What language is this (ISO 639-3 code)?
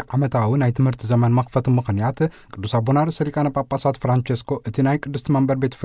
tir